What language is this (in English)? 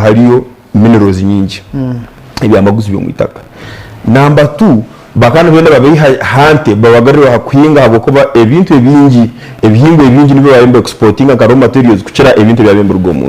Nyankole